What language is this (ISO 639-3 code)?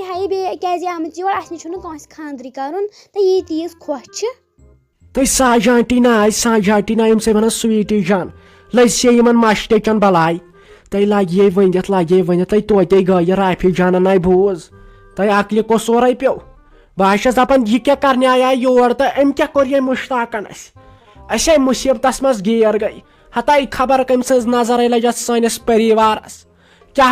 kas